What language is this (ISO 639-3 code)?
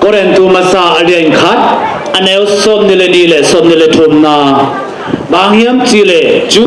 ctd